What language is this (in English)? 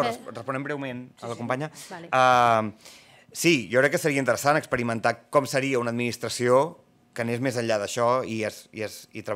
Catalan